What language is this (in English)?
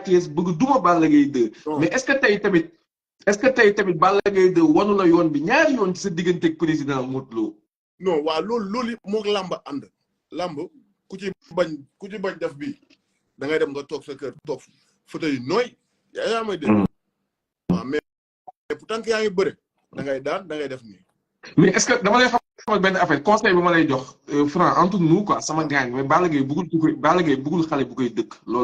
Wolof